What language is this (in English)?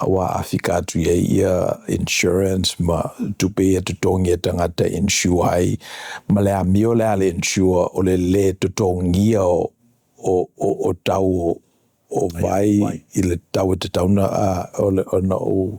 Samoan